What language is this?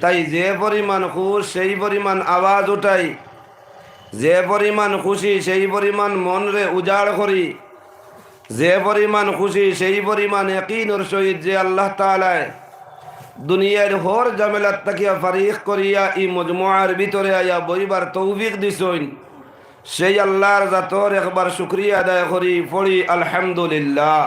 Sylheti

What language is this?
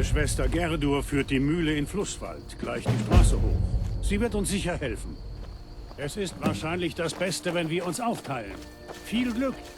Bavarian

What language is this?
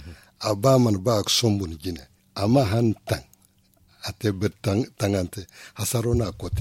Zarma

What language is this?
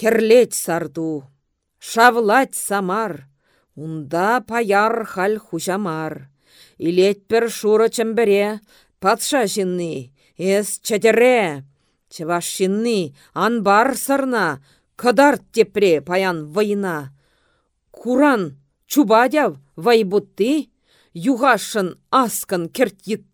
Chuvash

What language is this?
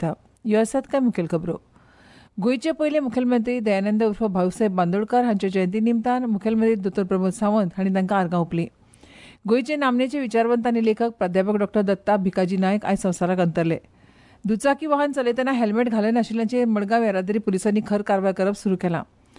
Konkani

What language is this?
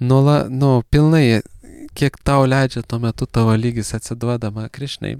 Lithuanian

